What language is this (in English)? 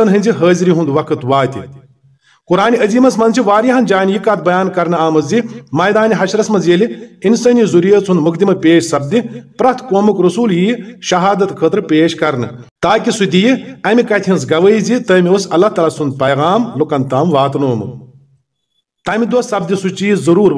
Kashmiri